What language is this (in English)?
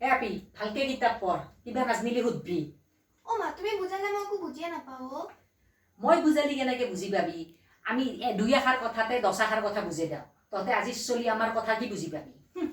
Assamese